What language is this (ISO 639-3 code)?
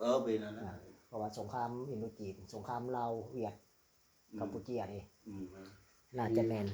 lao